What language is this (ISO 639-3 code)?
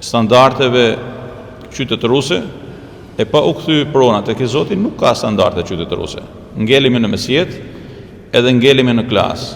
sqi